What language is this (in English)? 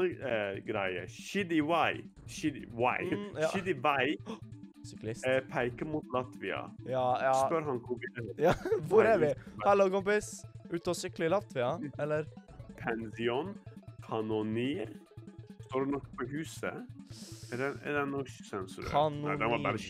Norwegian